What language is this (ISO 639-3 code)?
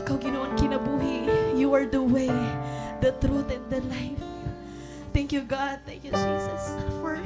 war